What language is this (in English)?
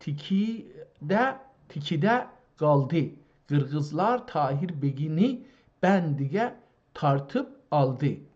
South Azerbaijani